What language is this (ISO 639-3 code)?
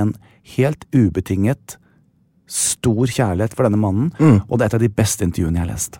nor